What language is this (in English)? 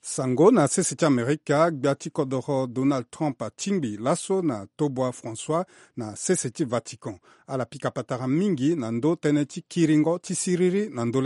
Sango